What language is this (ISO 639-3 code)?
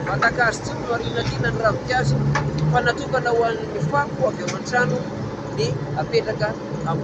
mlg